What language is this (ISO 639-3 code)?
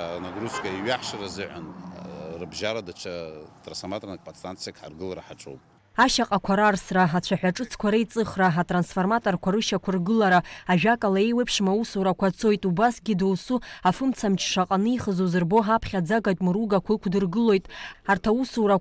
abk